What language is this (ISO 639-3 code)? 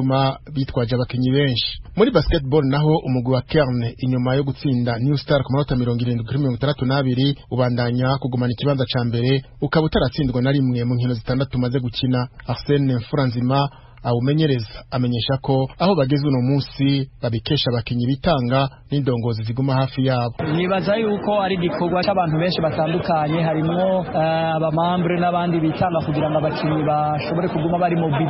run